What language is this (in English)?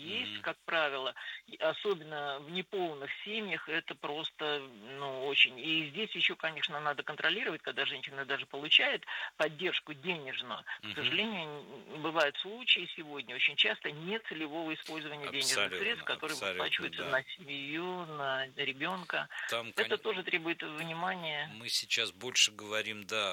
Russian